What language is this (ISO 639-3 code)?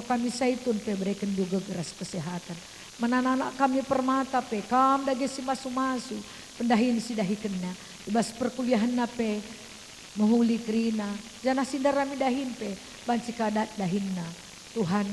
btx